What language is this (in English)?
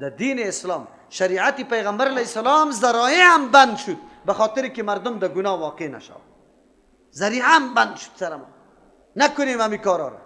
Persian